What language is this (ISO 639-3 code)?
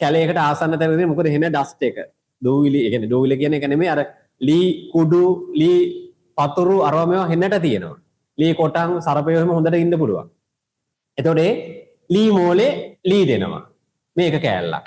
sin